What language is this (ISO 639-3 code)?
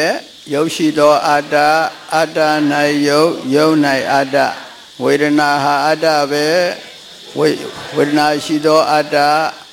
mya